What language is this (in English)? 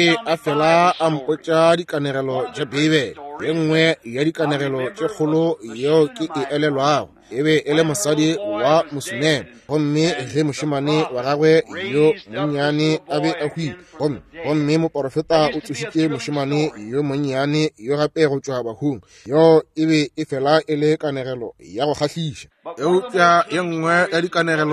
Northern Sotho